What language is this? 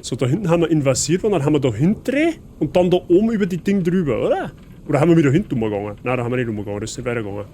Bavarian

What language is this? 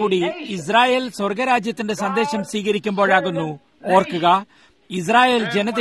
Malayalam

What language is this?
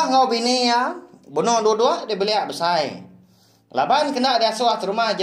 Iban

